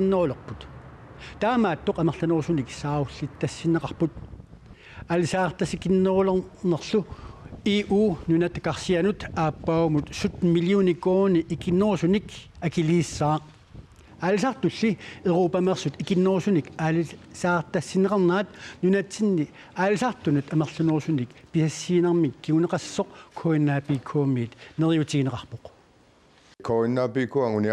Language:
Kalaallisut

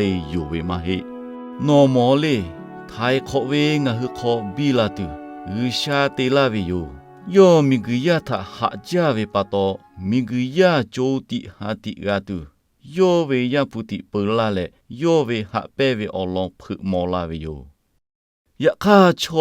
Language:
Lahu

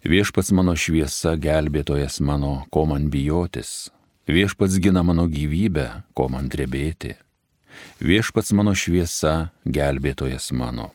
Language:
Lithuanian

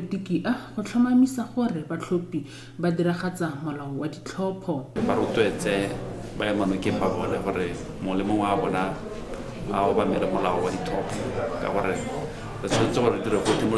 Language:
Tswana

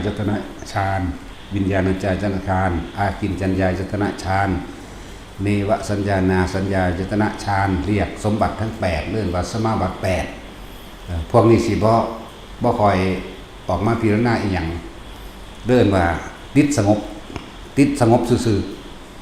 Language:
Northeastern Thai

